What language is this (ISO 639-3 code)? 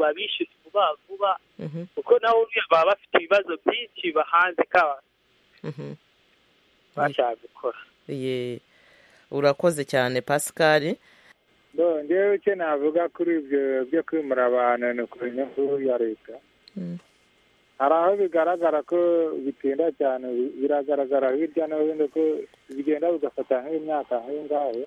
kin